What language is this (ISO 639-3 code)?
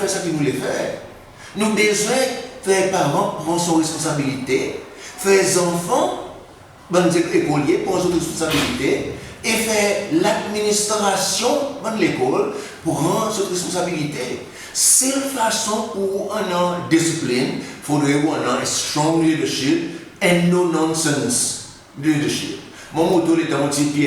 crs